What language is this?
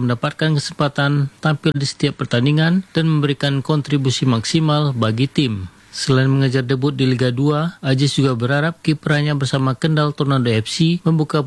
Indonesian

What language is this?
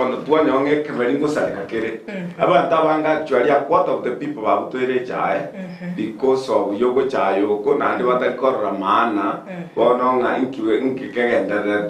Gusii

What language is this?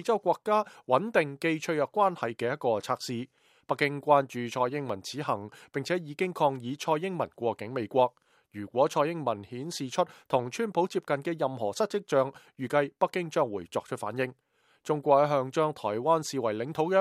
Cantonese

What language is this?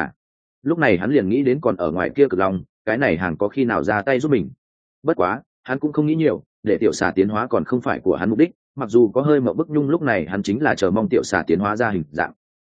Vietnamese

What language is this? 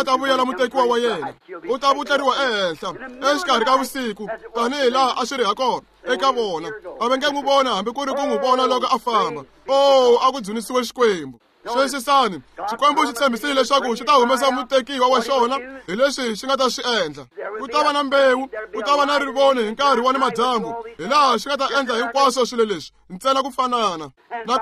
Tsonga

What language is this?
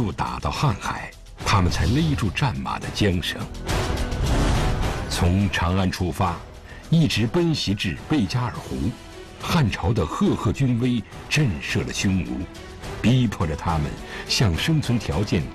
Chinese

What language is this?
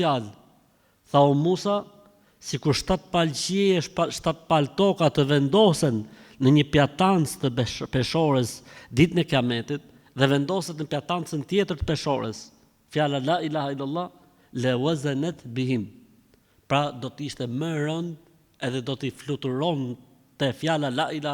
Albanian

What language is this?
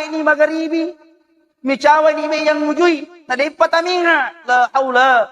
Buginese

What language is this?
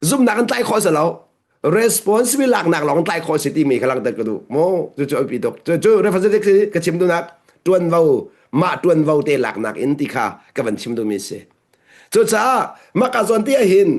Hakha Chin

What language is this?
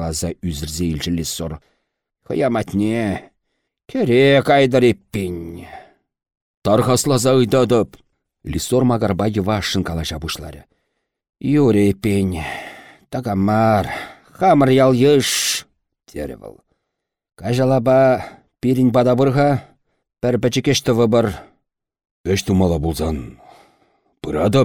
Chuvash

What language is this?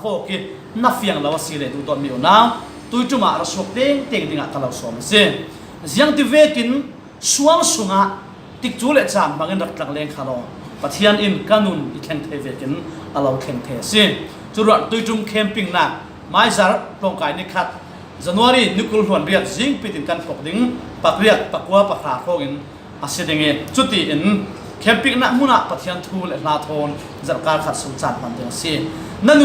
Falam Chin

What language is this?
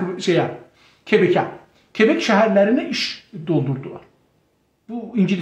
South Azerbaijani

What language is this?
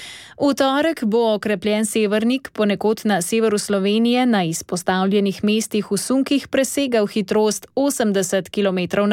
Slovenian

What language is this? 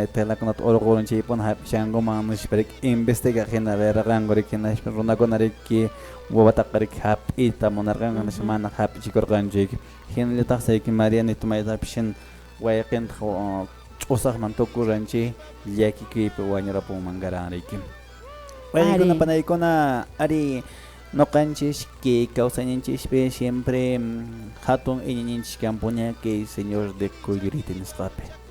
Quechua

